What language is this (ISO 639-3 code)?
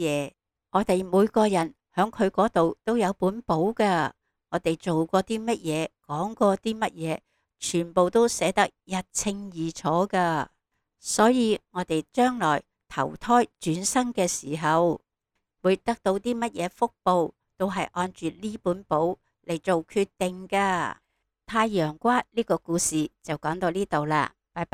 yue